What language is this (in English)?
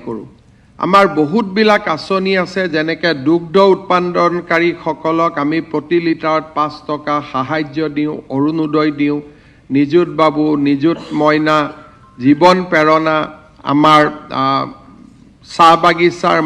Assamese